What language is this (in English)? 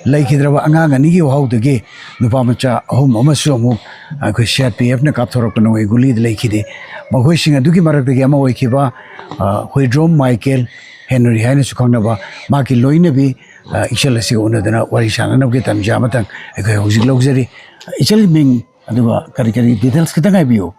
Manipuri